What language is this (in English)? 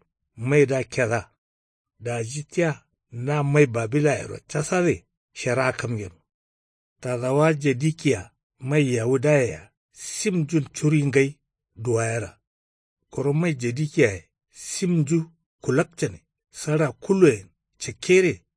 Kanuri